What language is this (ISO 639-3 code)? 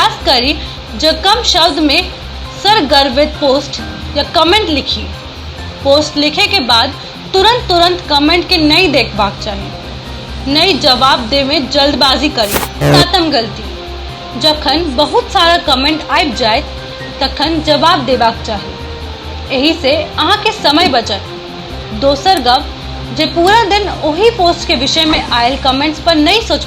mai